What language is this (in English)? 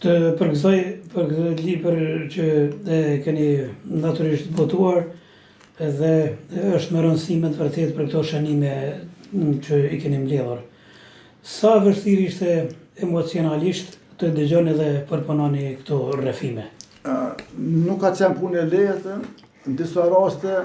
Albanian